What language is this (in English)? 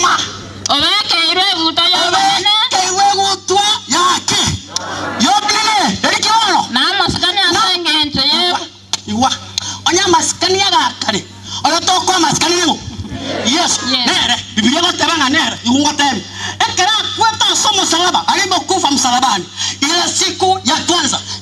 Gusii